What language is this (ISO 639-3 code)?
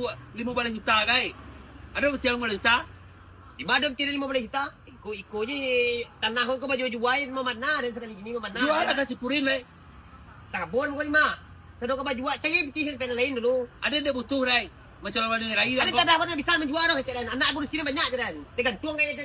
min